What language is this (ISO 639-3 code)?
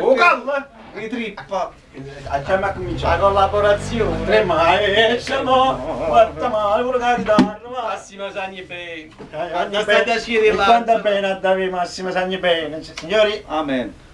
nap